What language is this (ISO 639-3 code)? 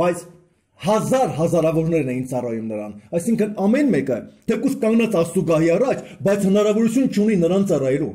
hye